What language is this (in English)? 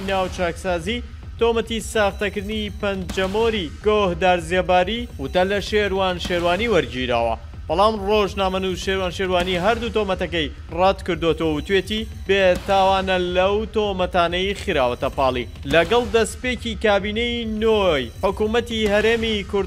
Central Kurdish